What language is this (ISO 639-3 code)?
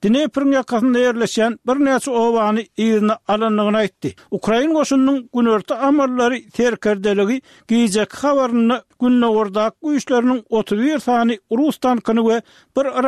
tuk